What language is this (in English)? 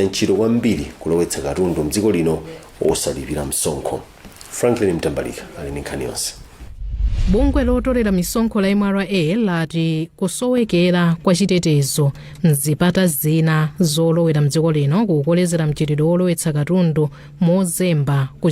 Nyanja